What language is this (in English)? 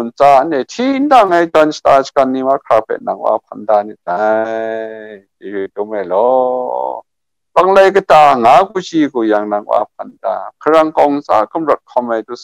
Kachin